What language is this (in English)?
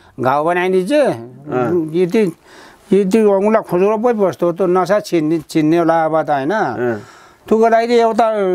Nepali